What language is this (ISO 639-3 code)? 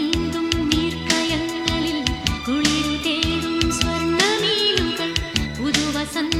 mal